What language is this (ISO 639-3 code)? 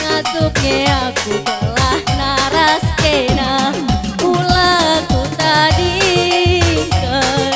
btx